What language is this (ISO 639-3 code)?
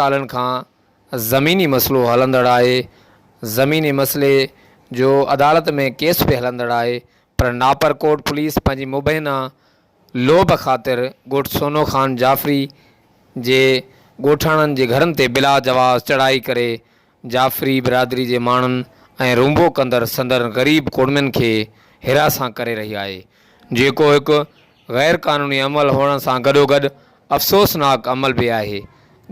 snd